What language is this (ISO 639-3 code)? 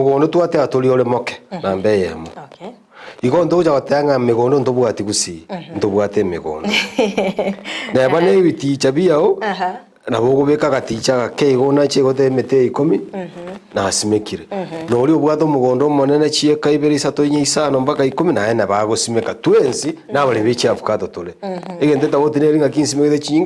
guz